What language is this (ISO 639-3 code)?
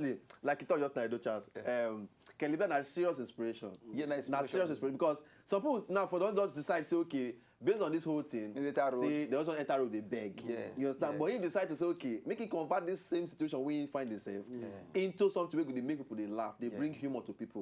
pcm